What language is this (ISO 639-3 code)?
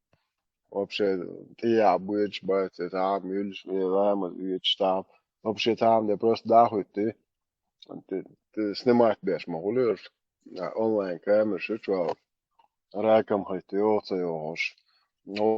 che